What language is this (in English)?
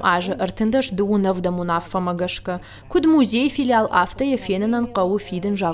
Ossetic